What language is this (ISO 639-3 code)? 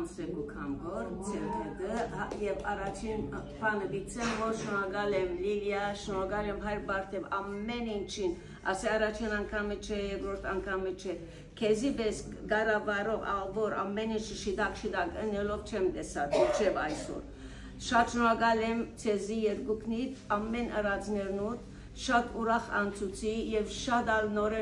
hyw